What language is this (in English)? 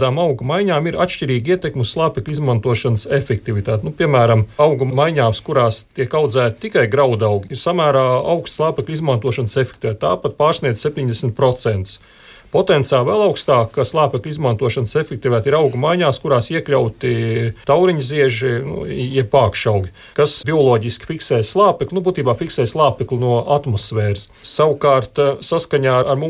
Latvian